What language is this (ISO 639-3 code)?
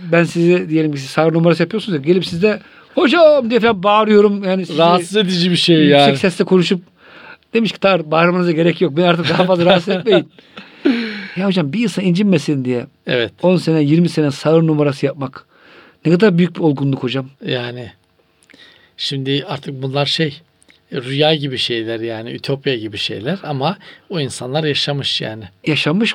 tur